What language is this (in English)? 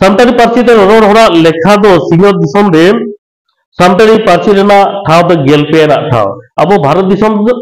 Santali